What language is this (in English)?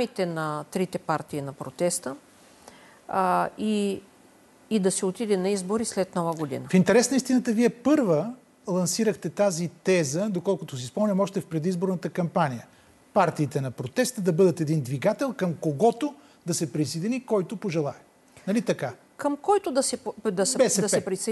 Bulgarian